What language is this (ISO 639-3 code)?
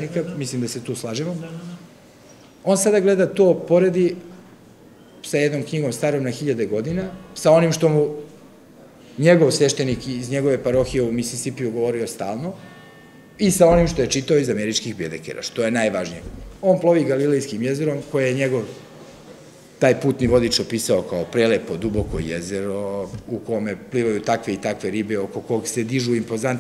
srp